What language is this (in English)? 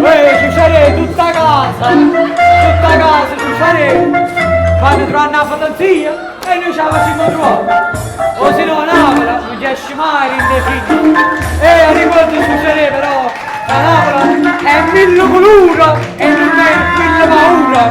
Neapolitan